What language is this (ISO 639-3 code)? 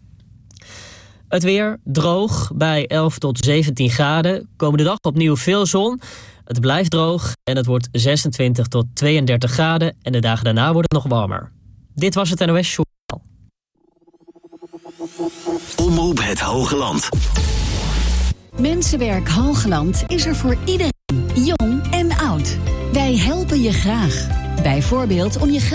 nld